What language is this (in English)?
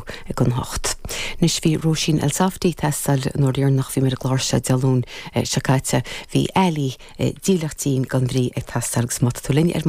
Irish